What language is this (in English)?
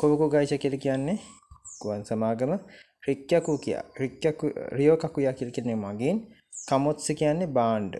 Sinhala